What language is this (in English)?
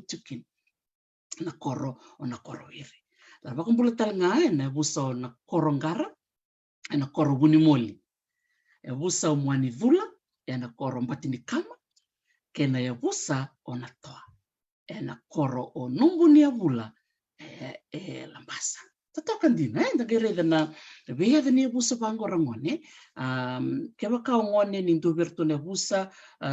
Fijian